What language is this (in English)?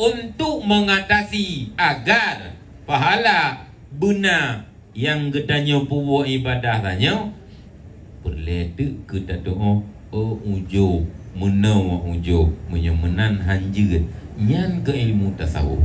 Achinese